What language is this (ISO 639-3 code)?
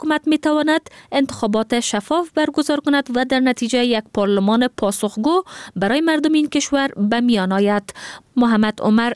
fas